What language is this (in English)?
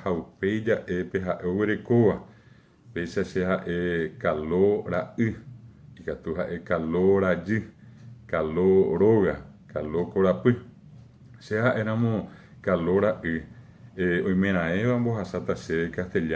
Guarani